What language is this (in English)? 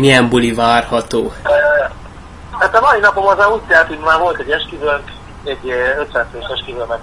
Hungarian